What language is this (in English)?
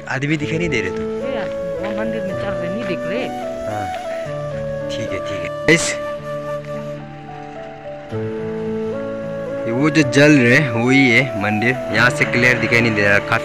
Hindi